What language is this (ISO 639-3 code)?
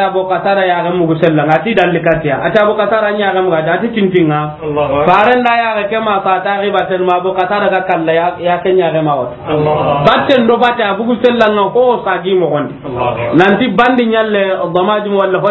snk